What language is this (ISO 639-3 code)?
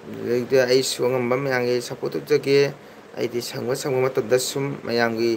mni